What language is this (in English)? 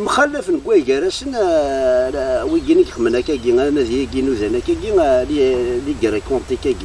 Kabyle